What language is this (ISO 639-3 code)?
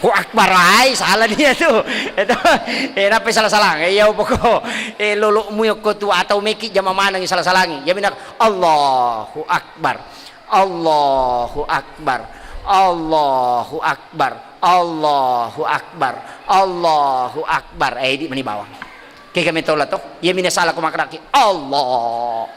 bug